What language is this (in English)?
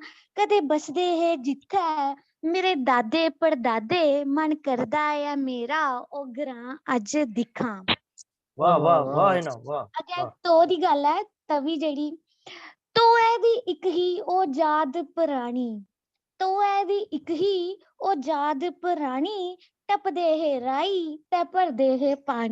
Dogri